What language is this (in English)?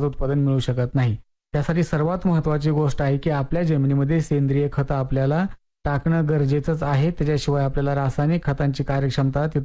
Marathi